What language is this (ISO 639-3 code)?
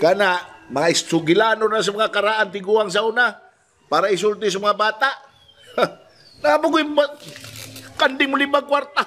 ceb